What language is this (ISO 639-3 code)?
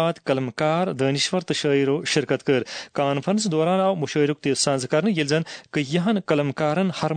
kas